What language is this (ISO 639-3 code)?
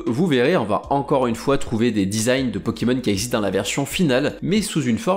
fra